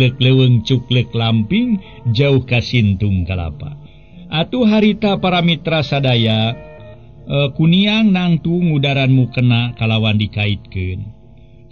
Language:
Sundanese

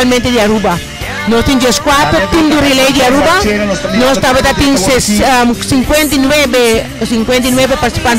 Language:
Papiamento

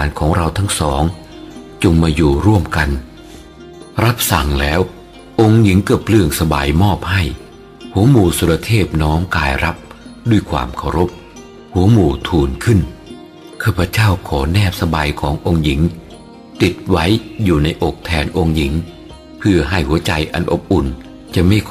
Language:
Thai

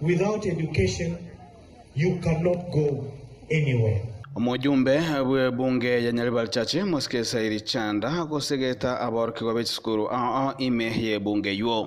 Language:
Gusii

